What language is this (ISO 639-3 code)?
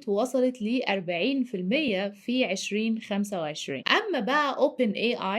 arz